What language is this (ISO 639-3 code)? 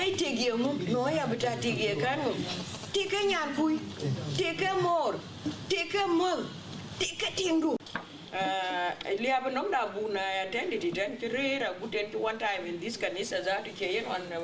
din